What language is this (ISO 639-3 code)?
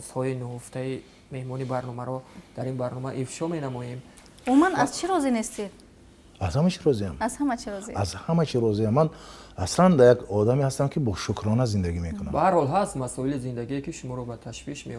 tgk